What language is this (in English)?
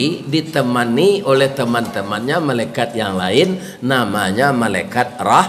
Minangkabau